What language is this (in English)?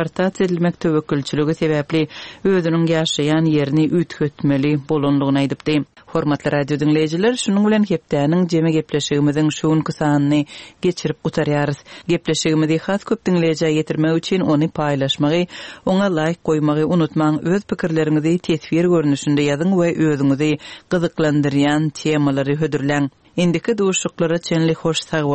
Turkmen